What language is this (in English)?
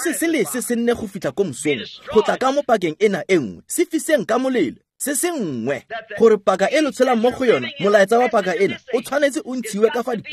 Tswana